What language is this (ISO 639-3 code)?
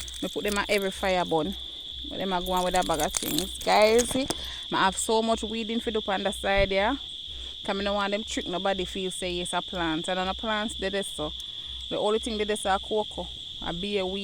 jam